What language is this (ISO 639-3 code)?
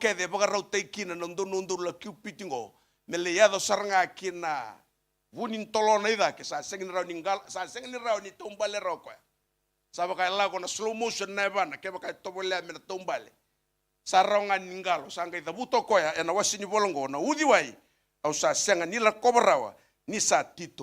fij